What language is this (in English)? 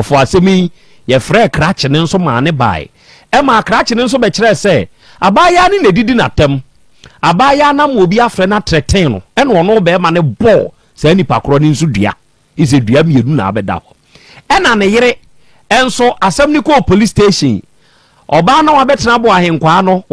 Akan